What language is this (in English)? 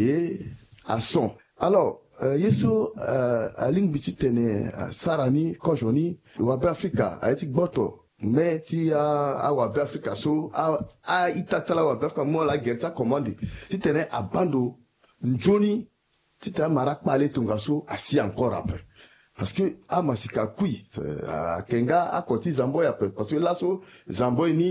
Sango